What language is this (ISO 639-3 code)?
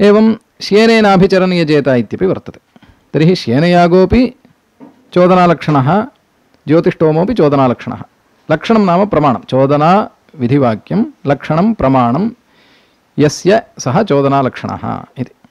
san